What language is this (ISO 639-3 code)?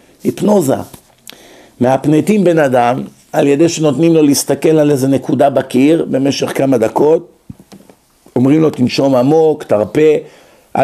heb